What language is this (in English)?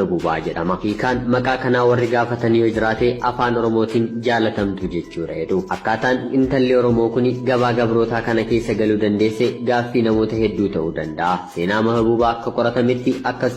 Oromo